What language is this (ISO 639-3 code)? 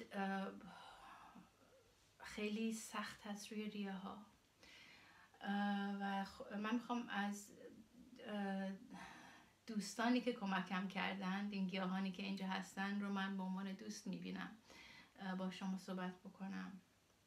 fas